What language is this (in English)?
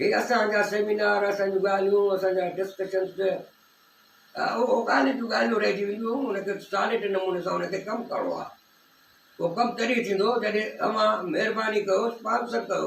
Sindhi